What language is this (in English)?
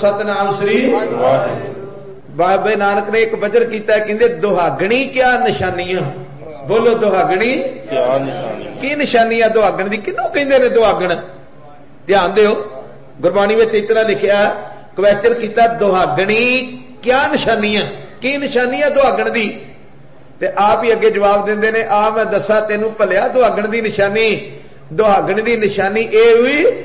Punjabi